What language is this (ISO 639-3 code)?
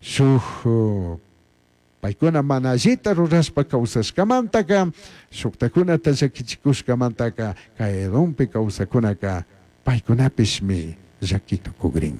qug